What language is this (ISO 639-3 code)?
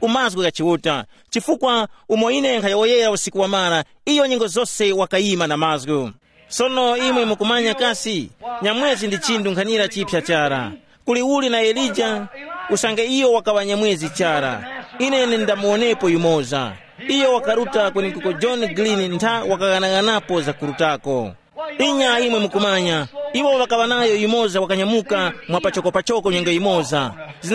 tum